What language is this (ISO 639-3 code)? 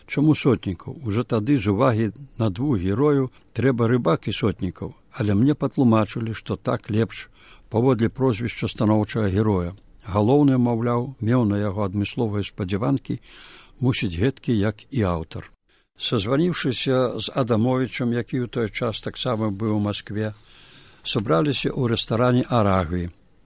bel